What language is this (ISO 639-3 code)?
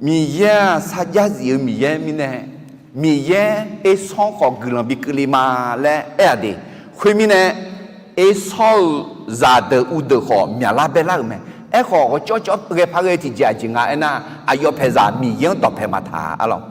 ahk